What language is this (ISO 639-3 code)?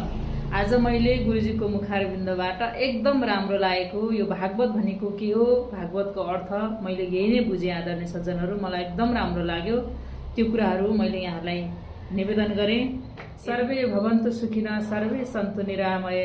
nep